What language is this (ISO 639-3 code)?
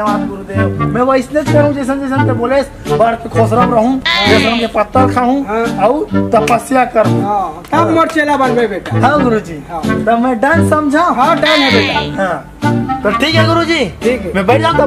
hne